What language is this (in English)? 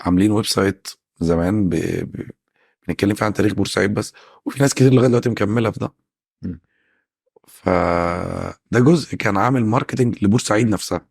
Egyptian Arabic